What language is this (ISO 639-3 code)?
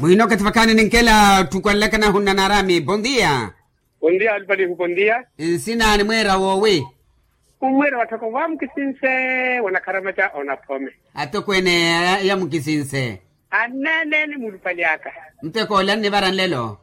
vmw